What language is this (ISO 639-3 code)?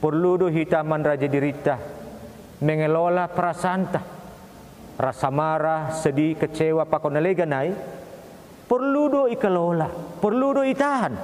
bts